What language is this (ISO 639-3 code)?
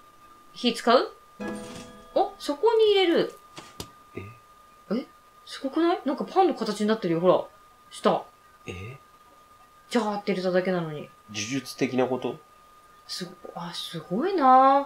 jpn